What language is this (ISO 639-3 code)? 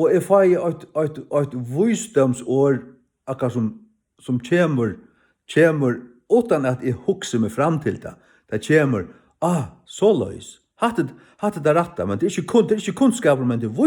fao